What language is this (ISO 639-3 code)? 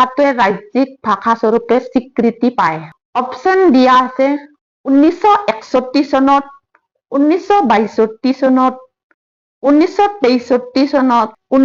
asm